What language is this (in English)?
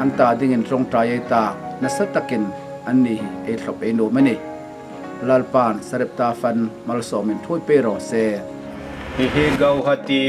Hmar